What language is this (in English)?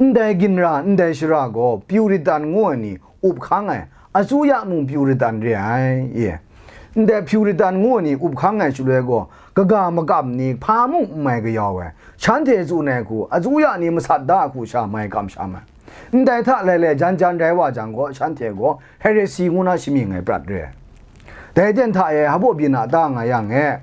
Kachin